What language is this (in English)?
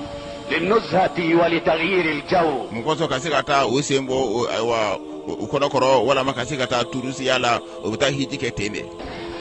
Bambara